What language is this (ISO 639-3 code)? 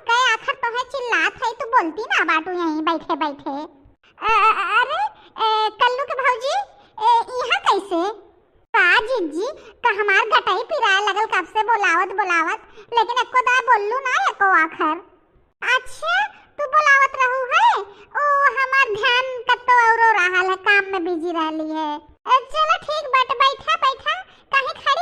bho